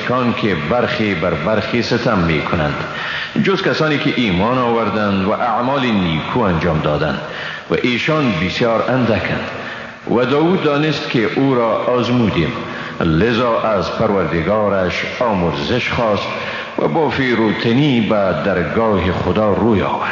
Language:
Persian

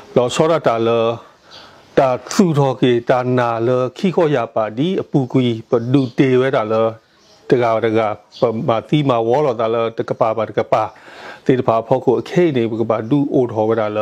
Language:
S'gaw Karen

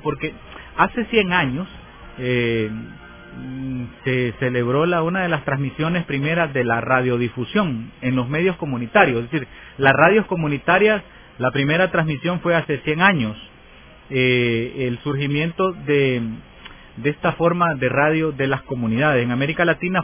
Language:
Spanish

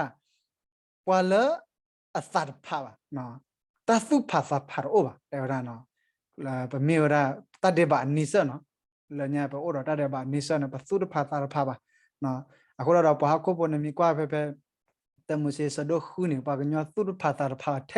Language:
S'gaw Karen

